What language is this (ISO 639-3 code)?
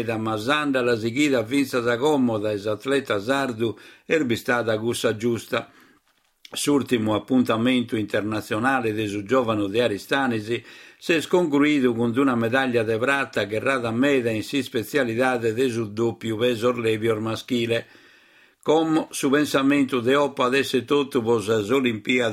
srd